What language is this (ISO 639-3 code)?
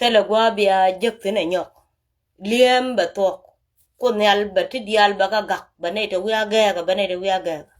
nus